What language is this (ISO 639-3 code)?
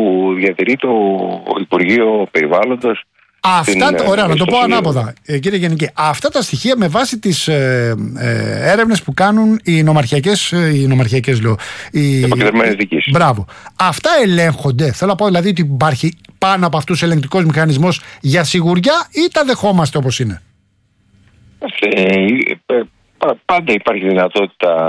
ell